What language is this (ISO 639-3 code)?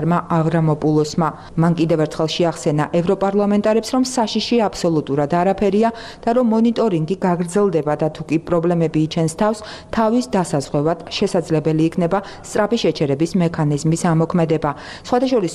kat